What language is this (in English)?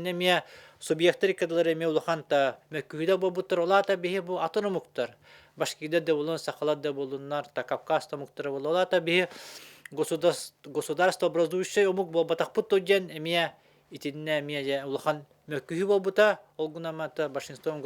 Yakut